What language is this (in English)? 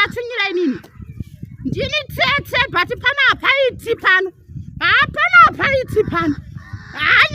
Shona